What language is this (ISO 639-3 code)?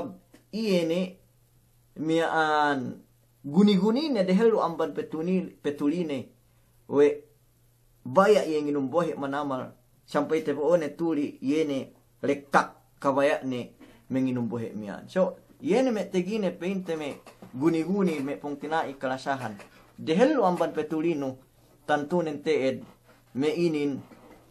yka